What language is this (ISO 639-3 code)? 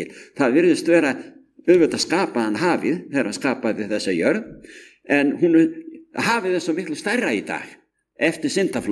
isl